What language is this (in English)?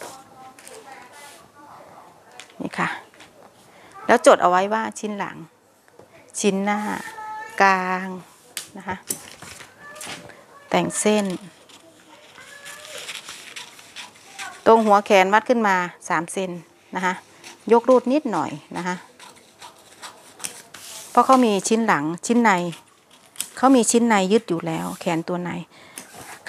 Thai